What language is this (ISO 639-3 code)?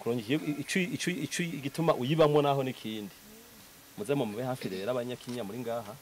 run